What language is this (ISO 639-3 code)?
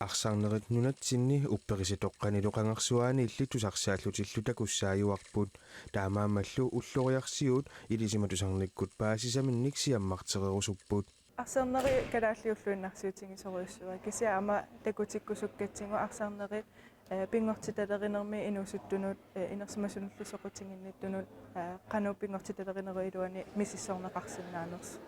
kal